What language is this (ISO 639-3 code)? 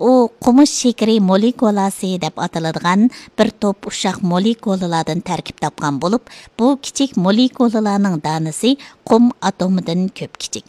uig